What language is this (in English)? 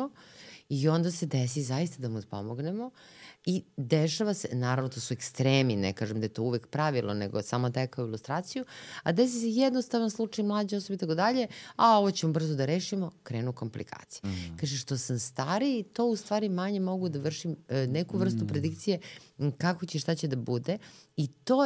Serbian